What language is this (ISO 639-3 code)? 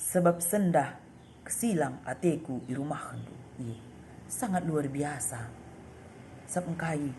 btx